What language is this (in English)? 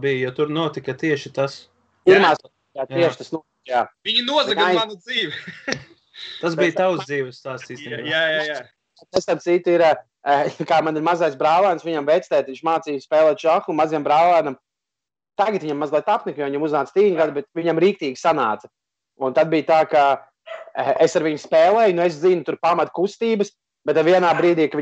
Latvian